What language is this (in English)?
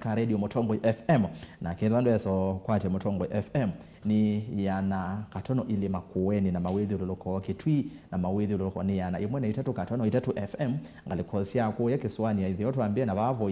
Kamba